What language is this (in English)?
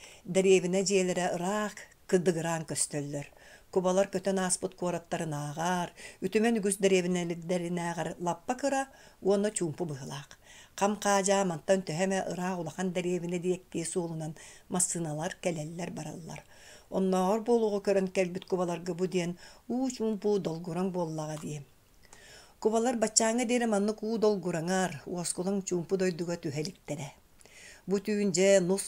Yakut